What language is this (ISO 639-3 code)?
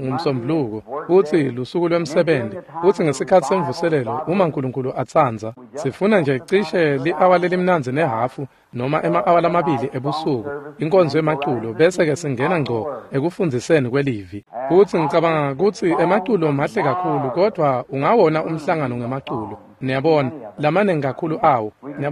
ssw